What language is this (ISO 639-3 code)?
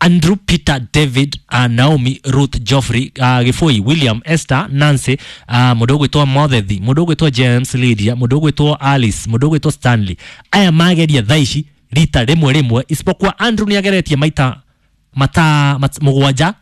kik